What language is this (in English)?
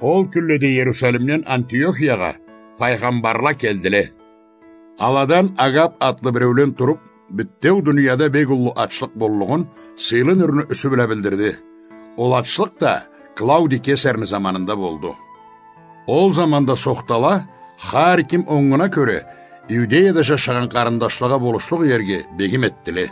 Karachay-Balkar